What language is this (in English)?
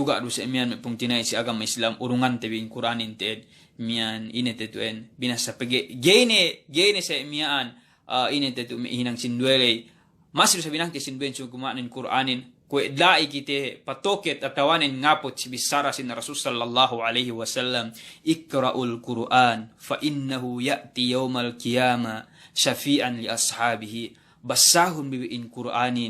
Yakan